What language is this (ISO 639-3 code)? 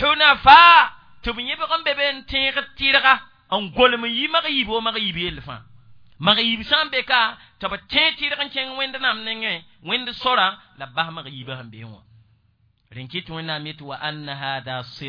mos